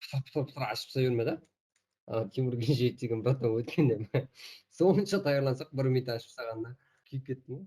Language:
Kara-Kalpak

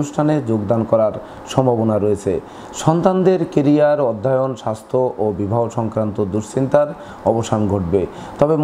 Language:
Bangla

